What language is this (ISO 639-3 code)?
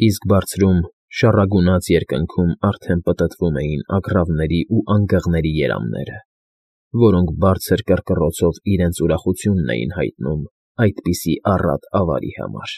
hye